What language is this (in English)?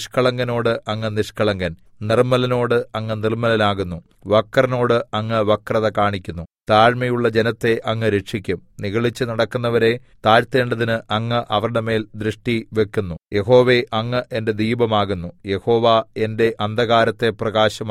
Malayalam